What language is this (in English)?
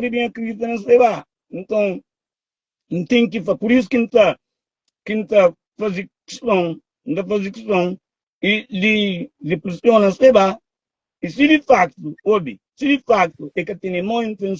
Kabuverdianu